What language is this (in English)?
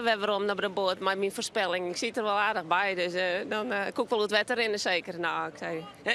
Western Frisian